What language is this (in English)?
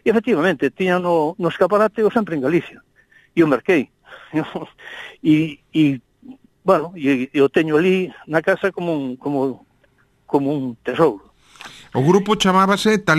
Galician